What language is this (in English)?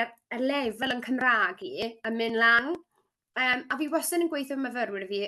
Welsh